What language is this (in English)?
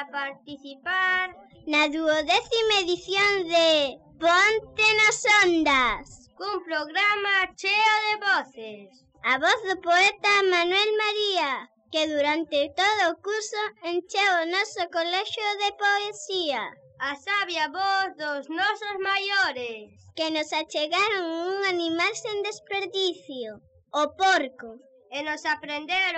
Galician